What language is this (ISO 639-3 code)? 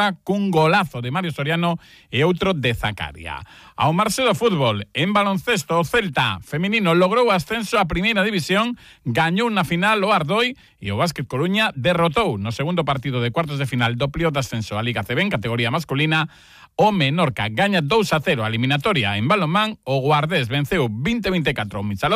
glg